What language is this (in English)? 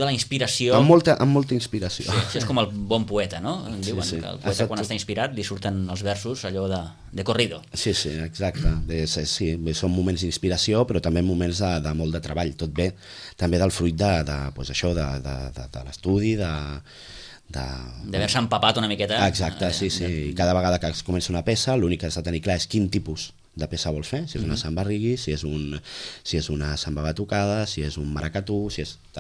Catalan